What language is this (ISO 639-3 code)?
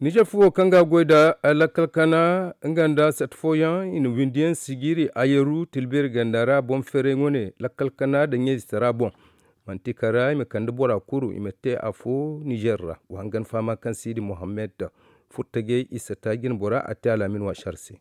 dje